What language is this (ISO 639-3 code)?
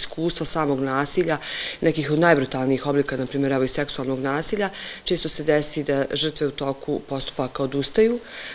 bos